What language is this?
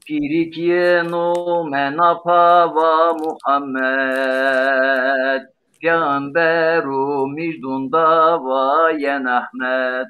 Zaza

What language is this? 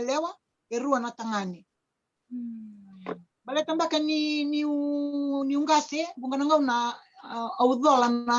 Fijian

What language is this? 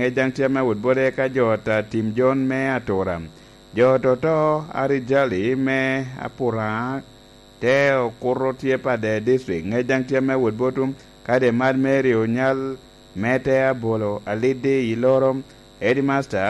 Lango (Uganda)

